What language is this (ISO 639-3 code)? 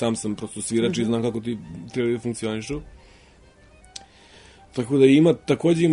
srp